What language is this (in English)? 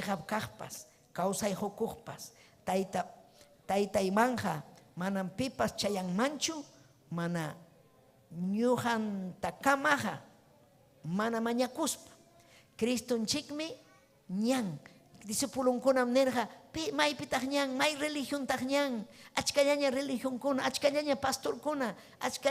Ayacucho Quechua